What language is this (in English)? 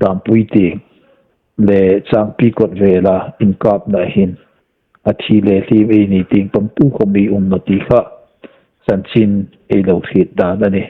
Hmar